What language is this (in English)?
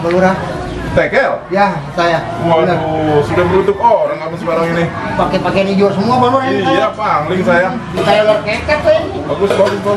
Betawi